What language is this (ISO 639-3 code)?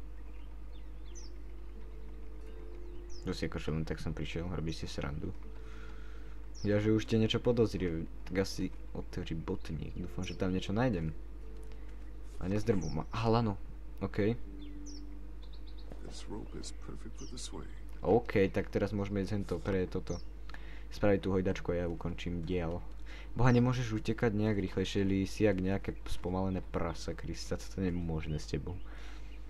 slk